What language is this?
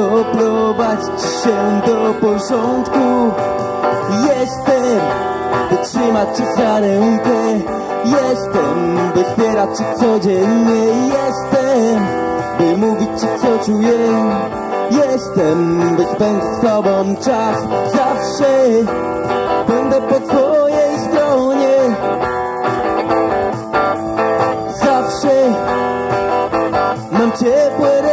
Polish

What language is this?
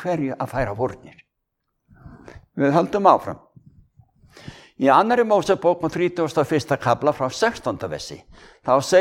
Icelandic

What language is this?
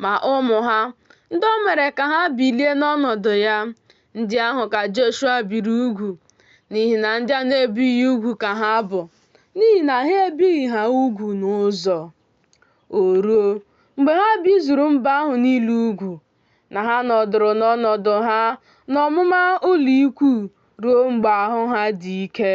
Igbo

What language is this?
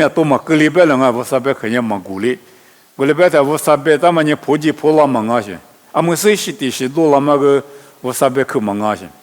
Lisu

